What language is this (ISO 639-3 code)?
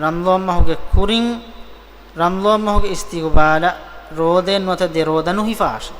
div